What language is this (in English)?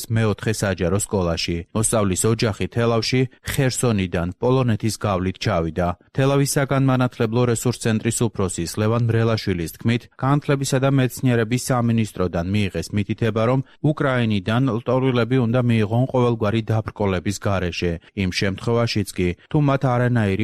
Georgian